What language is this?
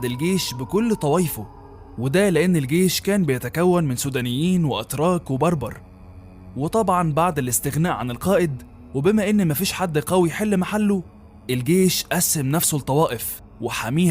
Egyptian Arabic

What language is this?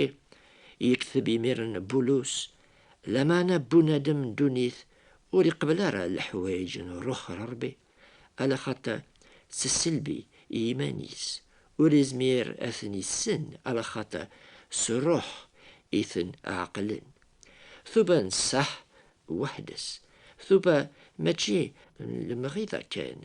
Kabyle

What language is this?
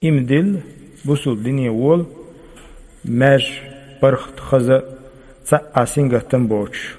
Chechen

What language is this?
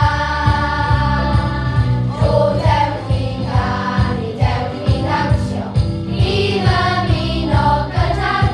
Welsh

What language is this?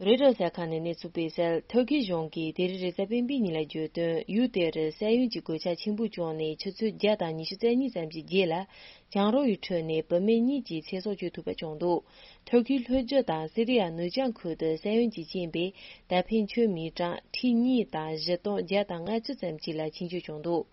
Tibetan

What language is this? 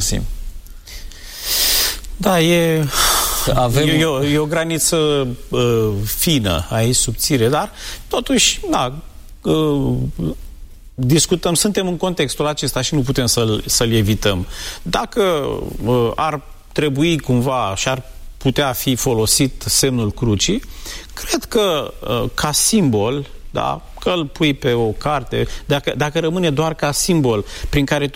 Romanian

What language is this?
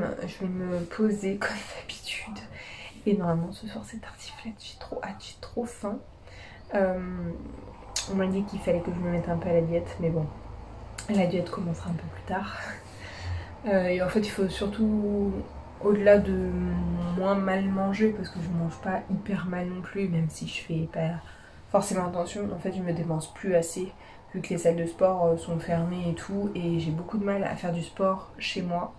French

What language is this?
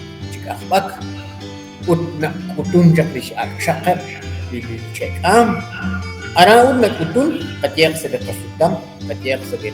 Kekchí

